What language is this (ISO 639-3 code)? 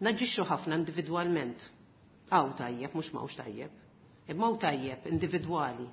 mlt